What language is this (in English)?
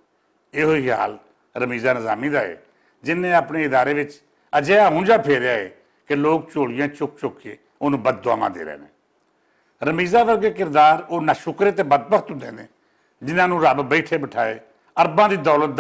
Western Panjabi